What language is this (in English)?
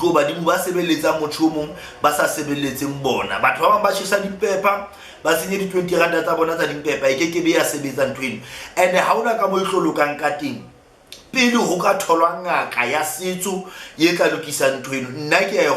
Southern Sotho